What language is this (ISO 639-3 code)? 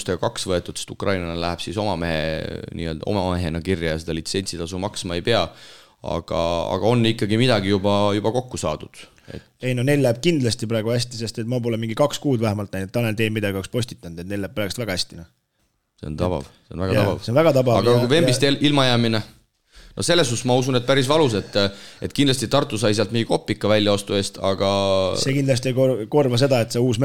est